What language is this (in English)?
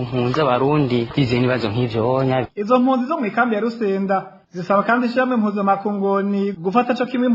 Rundi